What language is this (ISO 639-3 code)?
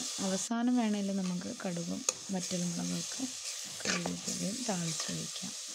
mal